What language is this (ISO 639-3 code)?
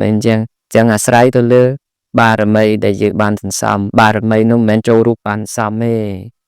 khm